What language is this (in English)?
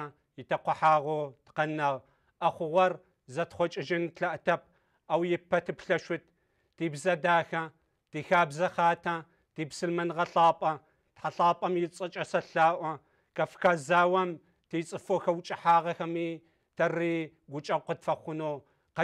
Kabardian